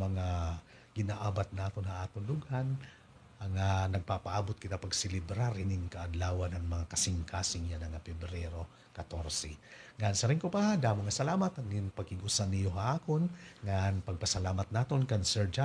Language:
Waray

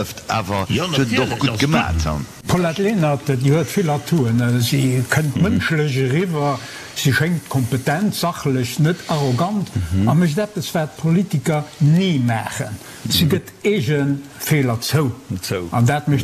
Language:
Luxembourgish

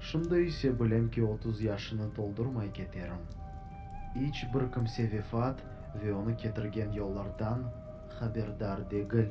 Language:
Crimean Tatar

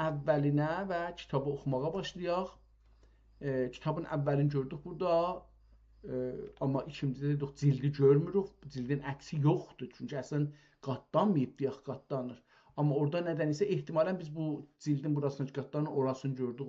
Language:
South Azerbaijani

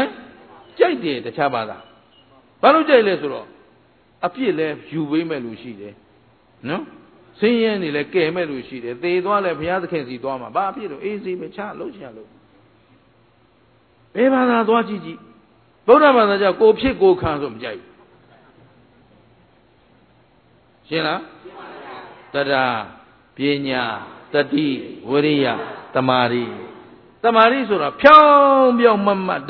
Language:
Burmese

